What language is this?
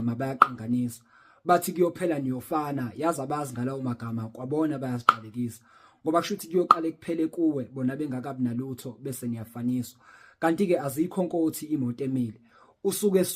Zulu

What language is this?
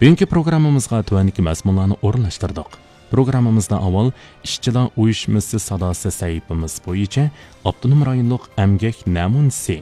Uyghur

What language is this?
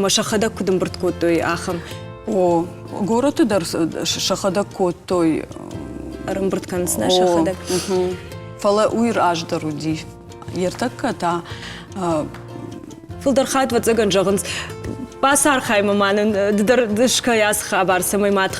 Ossetic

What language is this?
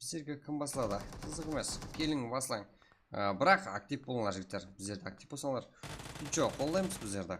Kara-Kalpak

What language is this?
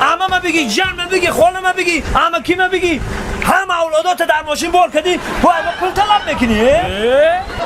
Tajik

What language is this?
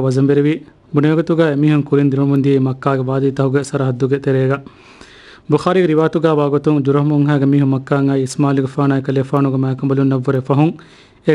Divehi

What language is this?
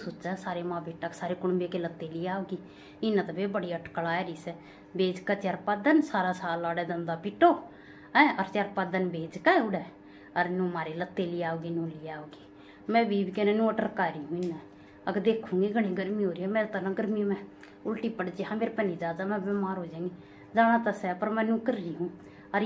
Haryanvi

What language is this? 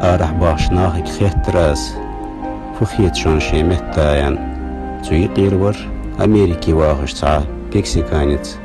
Ingush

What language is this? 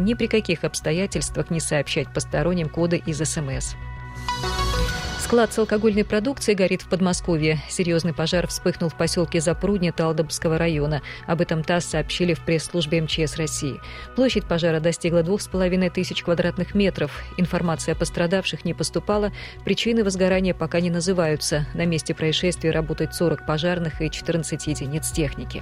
Russian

